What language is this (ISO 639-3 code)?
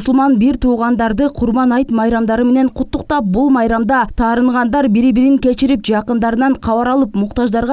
kir